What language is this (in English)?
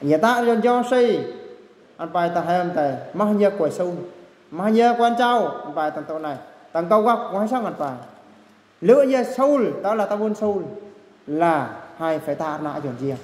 Eastern Bru